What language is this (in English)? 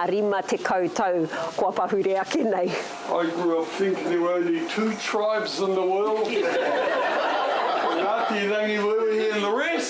Māori